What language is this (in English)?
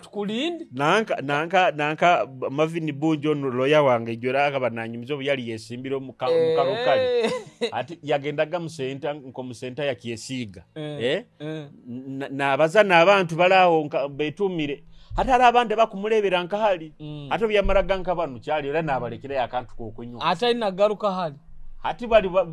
Nyoro